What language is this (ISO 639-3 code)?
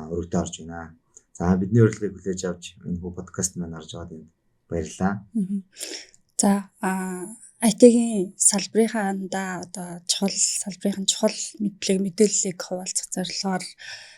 mon